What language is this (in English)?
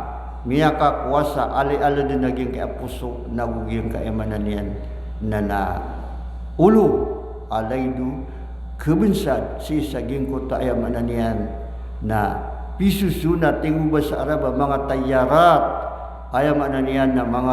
Maranao